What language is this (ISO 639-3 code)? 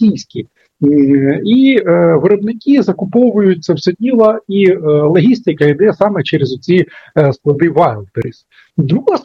ukr